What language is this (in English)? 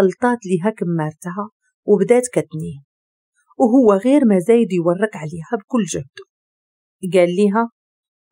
Moroccan Arabic